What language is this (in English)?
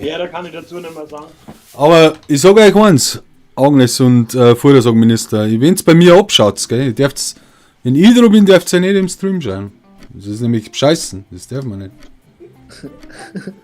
Bavarian